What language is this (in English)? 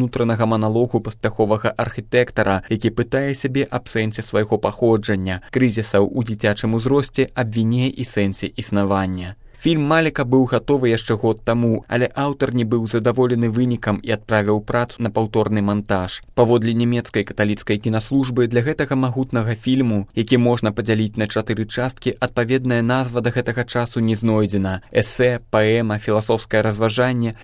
Belarusian